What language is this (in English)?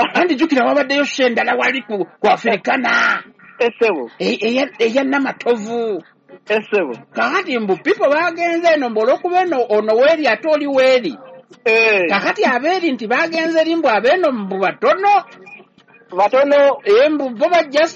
Ganda